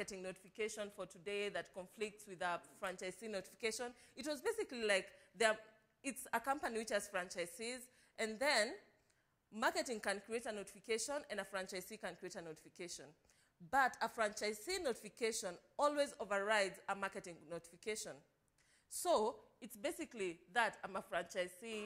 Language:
English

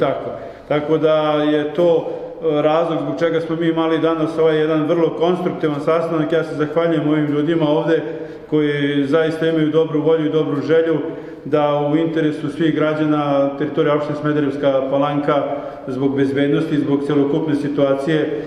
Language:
Serbian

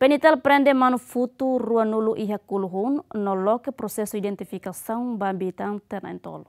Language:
Tetum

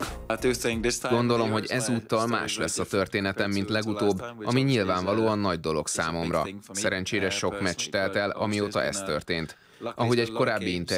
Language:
Hungarian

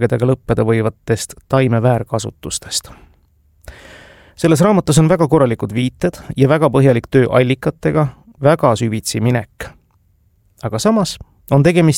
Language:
Estonian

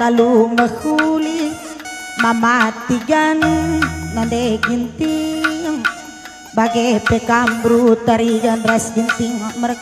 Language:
Batak Karo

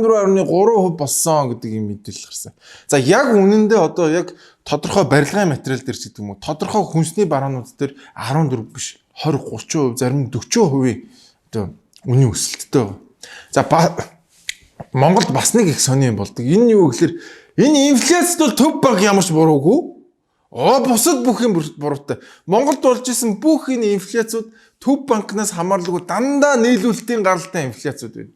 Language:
Mongolian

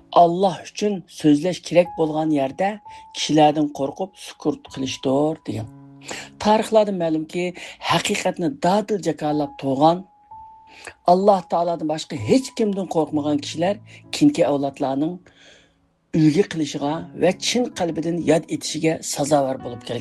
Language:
Uyghur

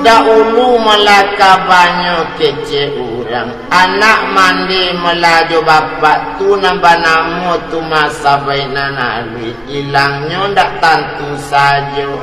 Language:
Minangkabau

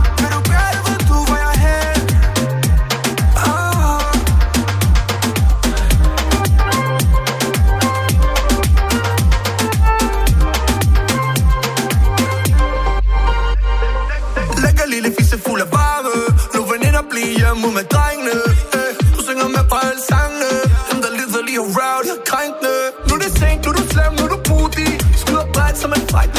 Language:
Danish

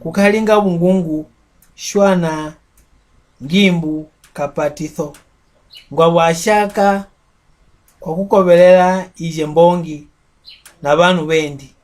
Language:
Mbunda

